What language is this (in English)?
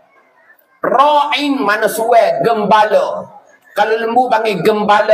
Pattani Malay